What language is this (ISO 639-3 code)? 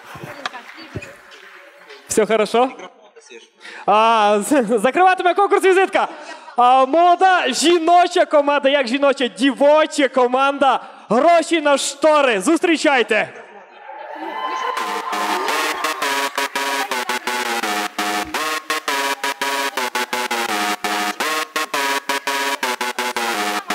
ukr